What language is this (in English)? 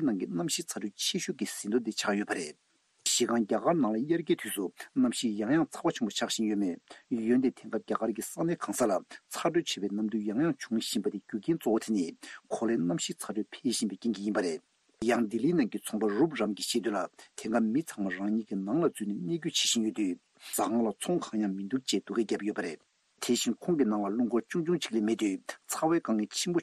Tibetan